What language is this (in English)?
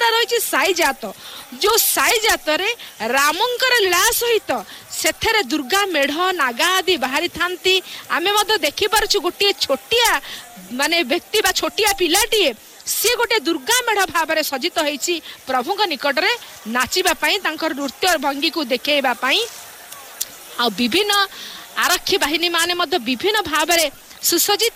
Odia